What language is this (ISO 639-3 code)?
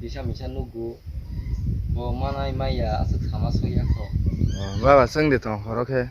trp